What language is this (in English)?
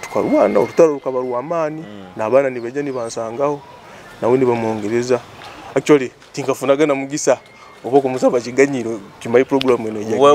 Nyoro